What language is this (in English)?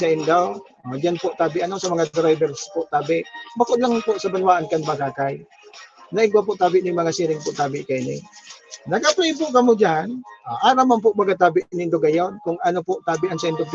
Bikol